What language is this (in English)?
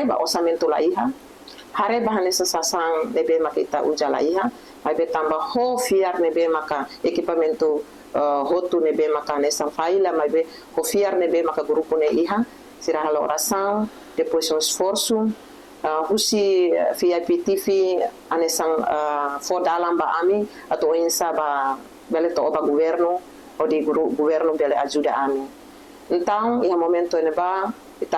Tetum